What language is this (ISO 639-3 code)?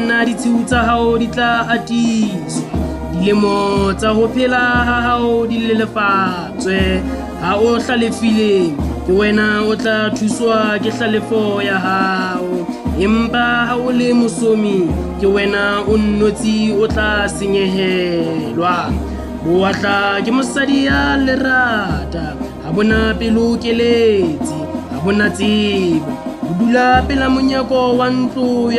sot